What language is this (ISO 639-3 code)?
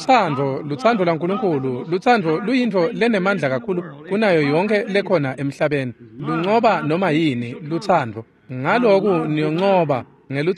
ssw